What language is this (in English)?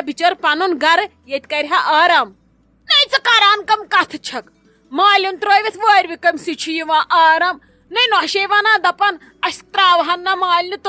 Kashmiri